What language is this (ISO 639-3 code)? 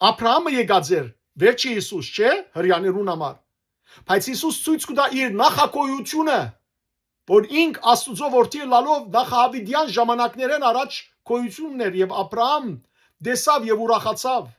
hyw